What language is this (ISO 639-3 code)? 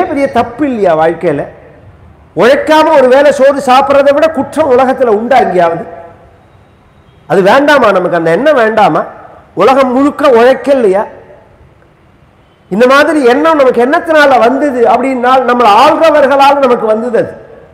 tam